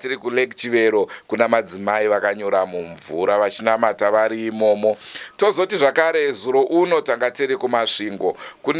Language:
Shona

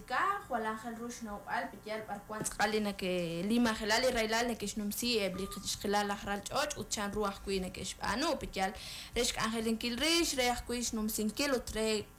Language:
Kekchí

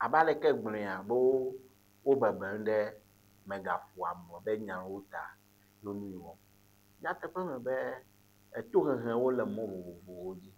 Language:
Ewe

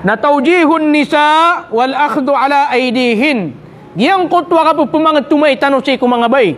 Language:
Maranao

